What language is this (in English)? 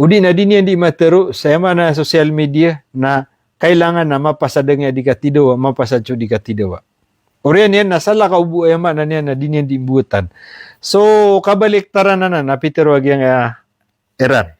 Maranao